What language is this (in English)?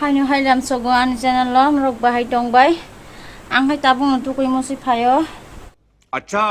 Kok Borok